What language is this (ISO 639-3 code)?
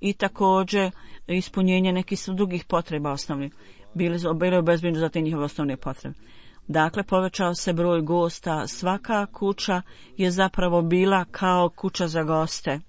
bos